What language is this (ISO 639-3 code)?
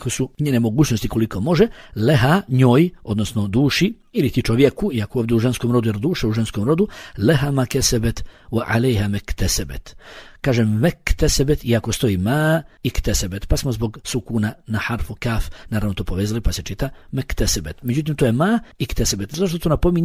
bos